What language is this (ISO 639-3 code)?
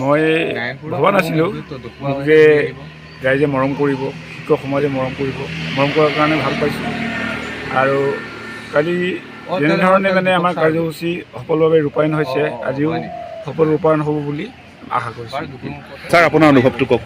asm